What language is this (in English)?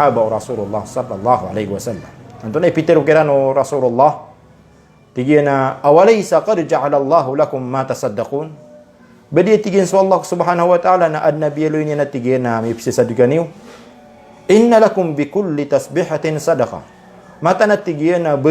Maranao